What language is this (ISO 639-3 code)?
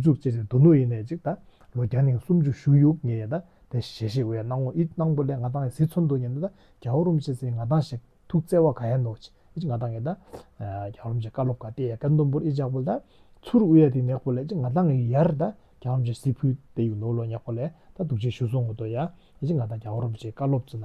bod